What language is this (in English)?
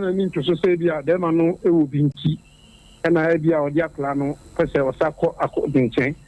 Akan